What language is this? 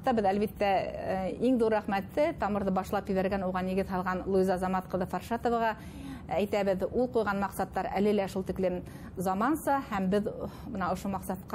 Bashkir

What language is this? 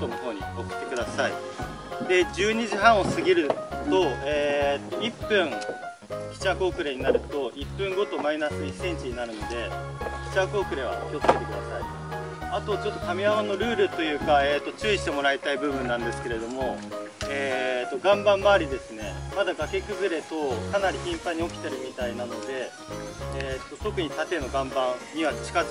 Japanese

